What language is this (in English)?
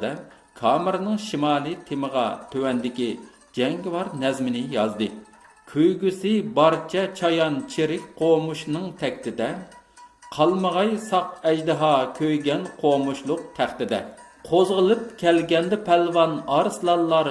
Uyghur